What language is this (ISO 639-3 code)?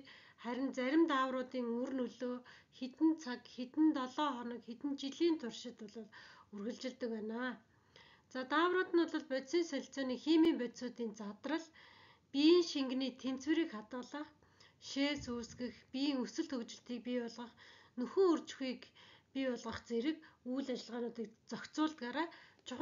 mon